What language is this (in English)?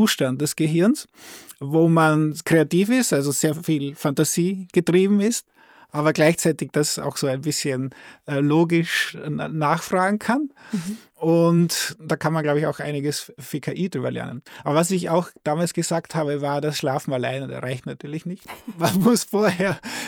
German